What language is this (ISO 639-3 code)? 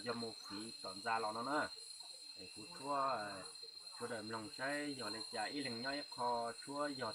hmn